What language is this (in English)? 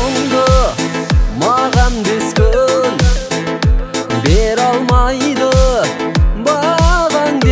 Kazakh